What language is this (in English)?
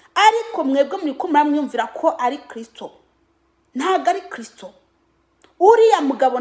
Kinyarwanda